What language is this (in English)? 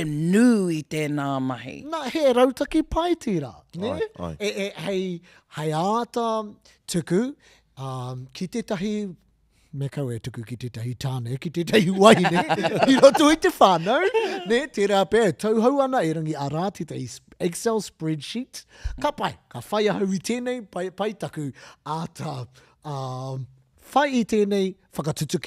Māori